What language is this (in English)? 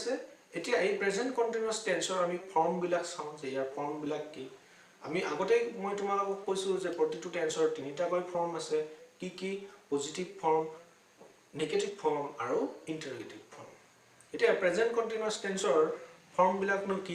Assamese